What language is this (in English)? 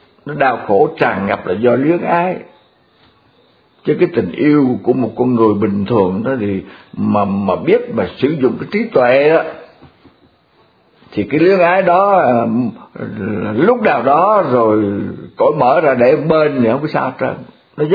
Vietnamese